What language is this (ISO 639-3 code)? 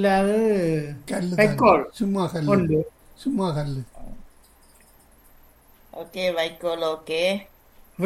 tam